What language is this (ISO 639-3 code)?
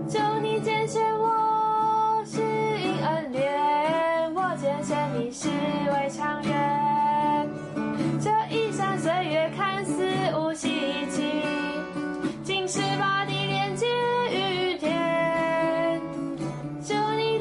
zho